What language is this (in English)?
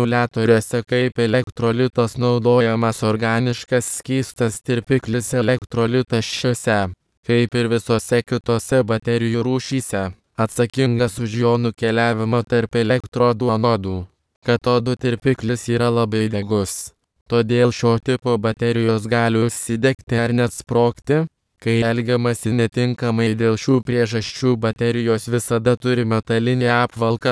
Lithuanian